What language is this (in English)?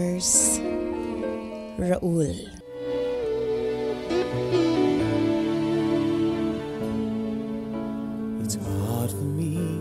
Cebuano